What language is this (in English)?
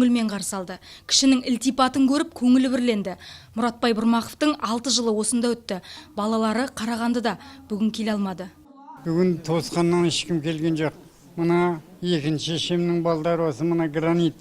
Kazakh